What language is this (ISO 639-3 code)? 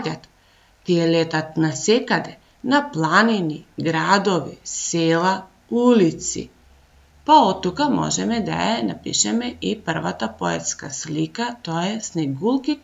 mkd